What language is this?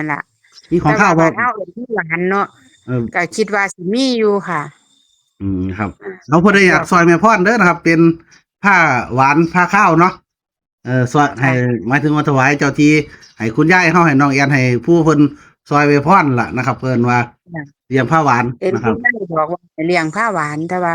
Northeastern Thai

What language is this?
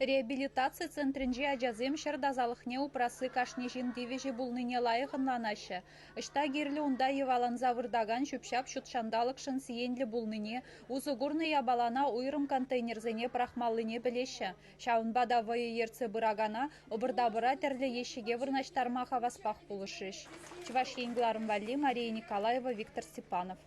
Chuvash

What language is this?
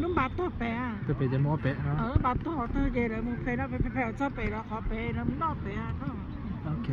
Hmong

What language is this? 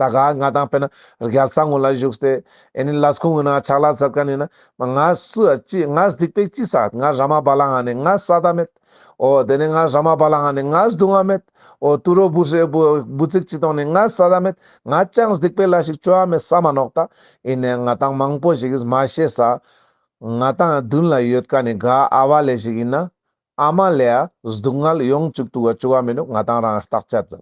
Ladakhi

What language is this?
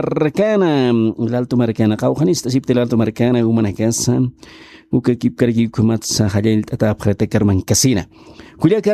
Aymara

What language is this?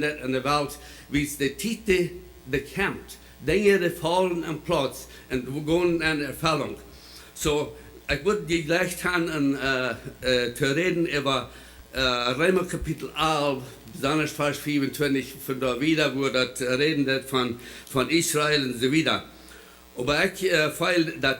Plautdietsch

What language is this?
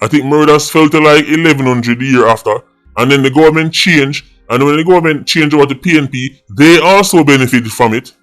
Jamaican Creole English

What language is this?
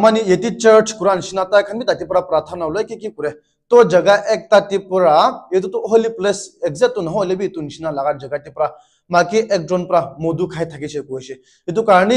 Naga Pidgin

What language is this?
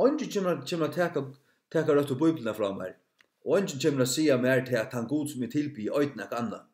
Faroese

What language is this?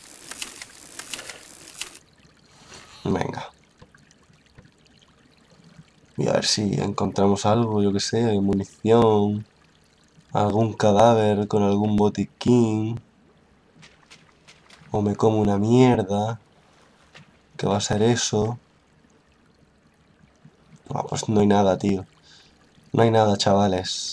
Spanish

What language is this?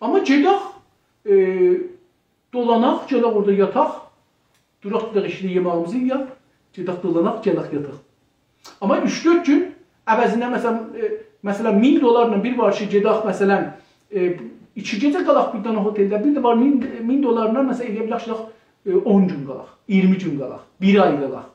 South Azerbaijani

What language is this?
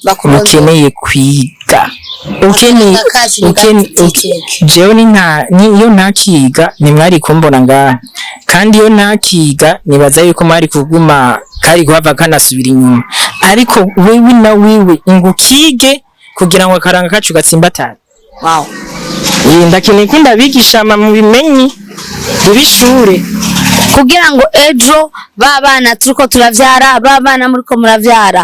Rundi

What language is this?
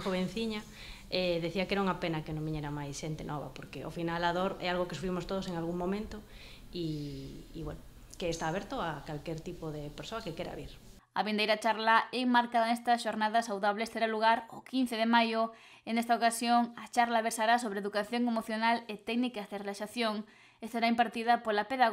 Galician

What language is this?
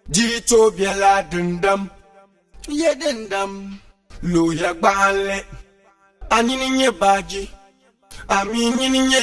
Dagbani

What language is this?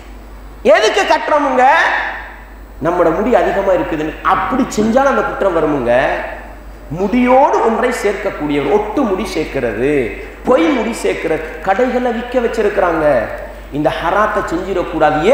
Tamil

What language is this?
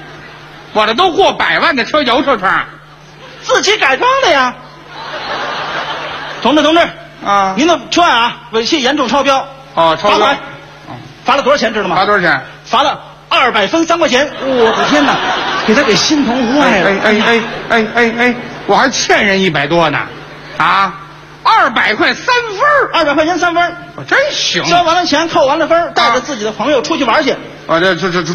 Chinese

